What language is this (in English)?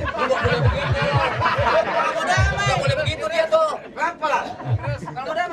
Betawi